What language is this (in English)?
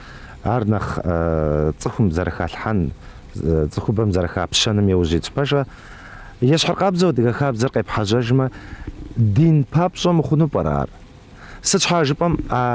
Kabardian